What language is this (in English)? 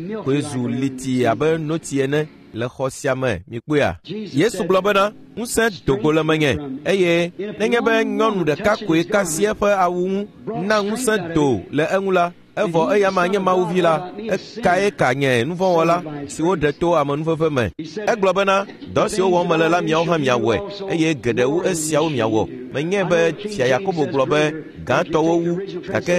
Ewe